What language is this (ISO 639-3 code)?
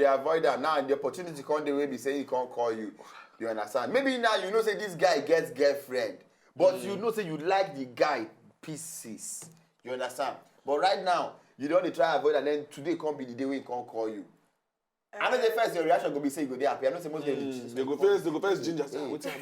pcm